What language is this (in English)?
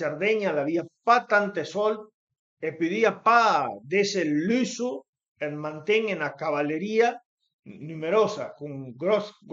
Piedmontese